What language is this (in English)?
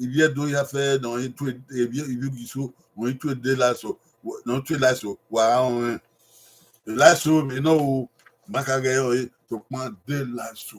Bini